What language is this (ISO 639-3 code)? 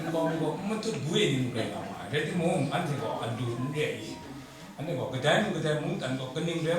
kac